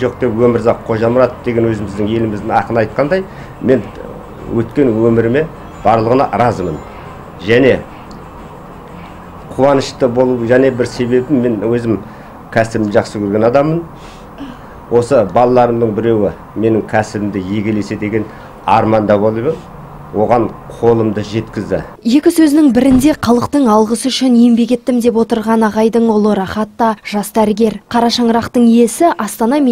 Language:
Kazakh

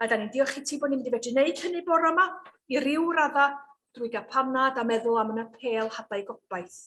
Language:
Welsh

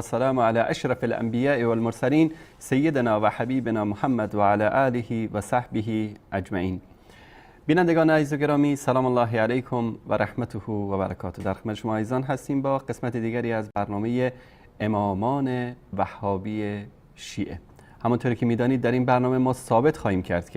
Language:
Persian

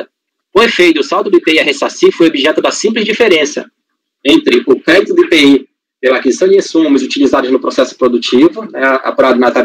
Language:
Portuguese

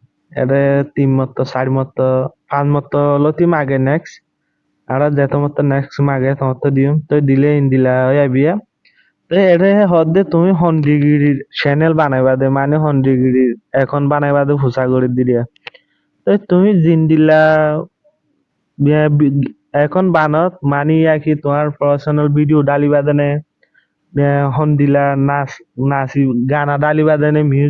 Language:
Rohingya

